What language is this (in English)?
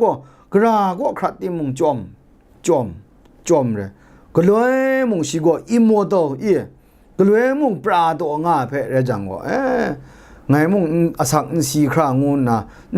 Kachin